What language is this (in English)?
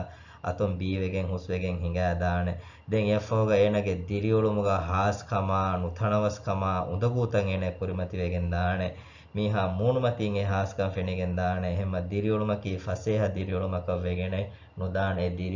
Divehi